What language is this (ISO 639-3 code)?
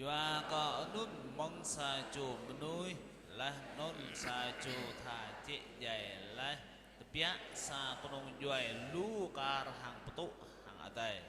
jra